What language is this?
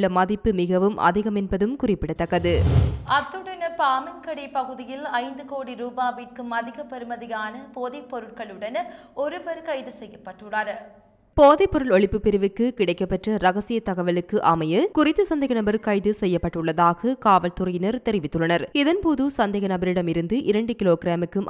Tamil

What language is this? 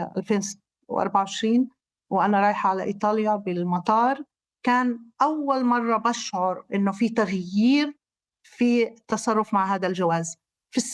North Levantine Arabic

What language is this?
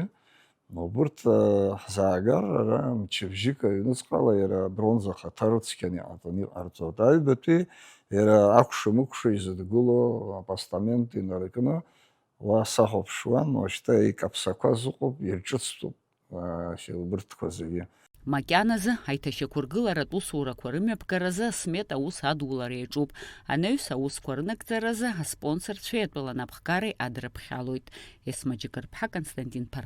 Abkhazian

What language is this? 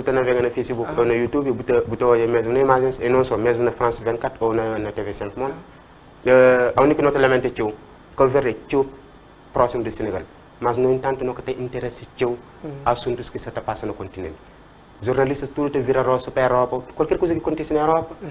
Kabuverdianu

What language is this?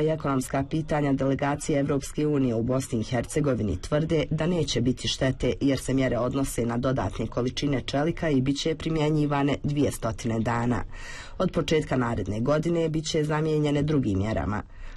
Bosnian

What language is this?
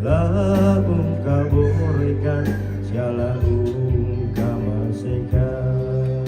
Toraja-Sa'dan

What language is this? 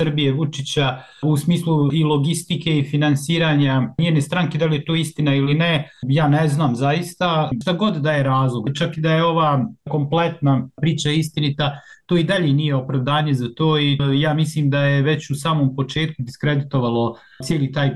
Bosnian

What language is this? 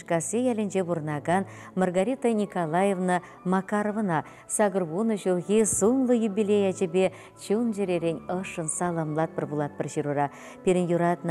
Chuvash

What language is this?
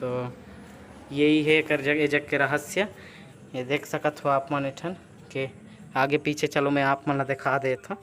Chhattisgarhi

